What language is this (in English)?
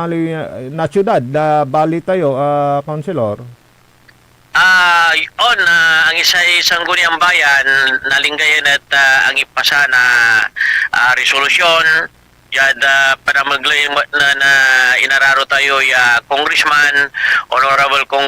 Pangasinan